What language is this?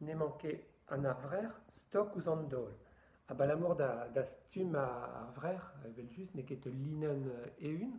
Breton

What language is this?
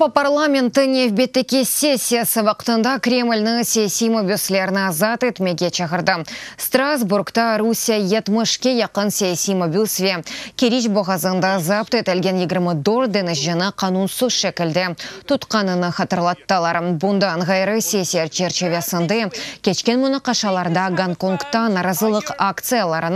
Crimean Tatar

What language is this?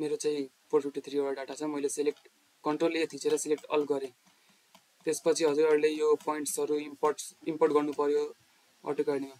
Nepali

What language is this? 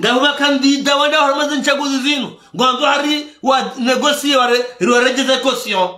Ngazidja Comorian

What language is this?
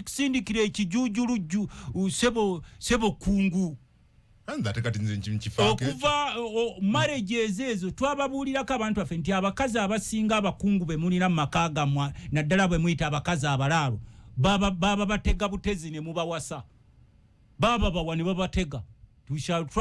Ganda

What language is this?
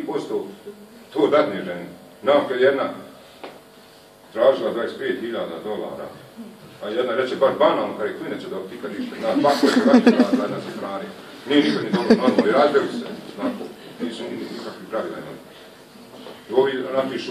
Bosnian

